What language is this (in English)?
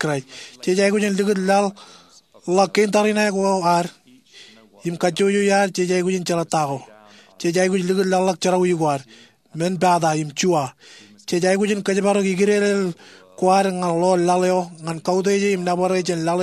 Marshallese